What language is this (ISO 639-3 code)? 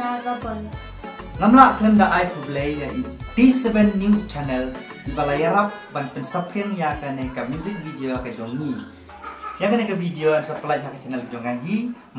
kha